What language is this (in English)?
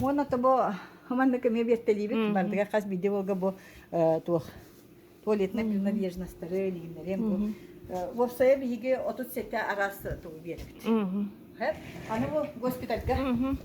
Yakut